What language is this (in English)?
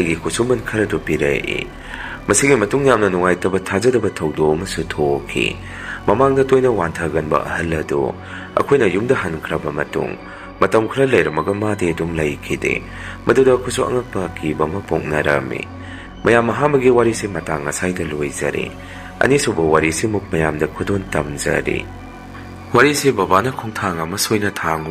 Manipuri